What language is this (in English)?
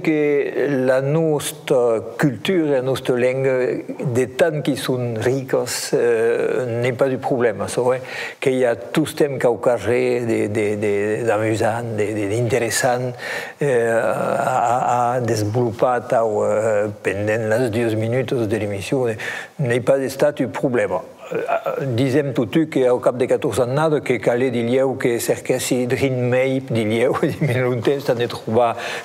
Occitan